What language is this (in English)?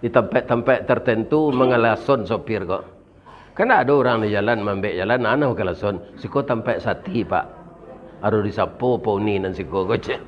Minangkabau